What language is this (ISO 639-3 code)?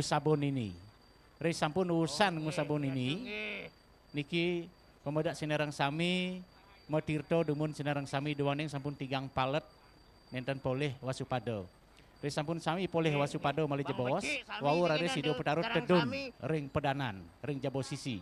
ban